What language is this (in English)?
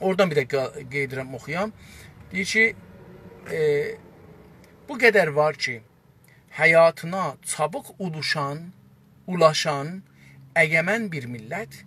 South Azerbaijani